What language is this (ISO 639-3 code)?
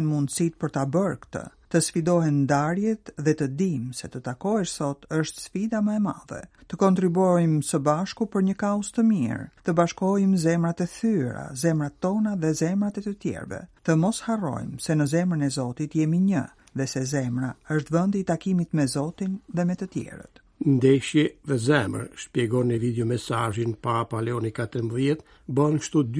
sqi